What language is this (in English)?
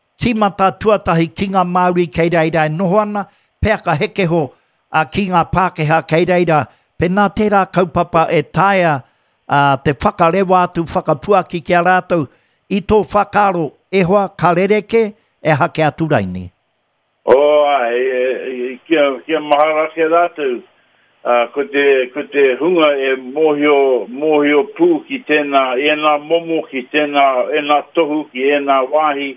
Māori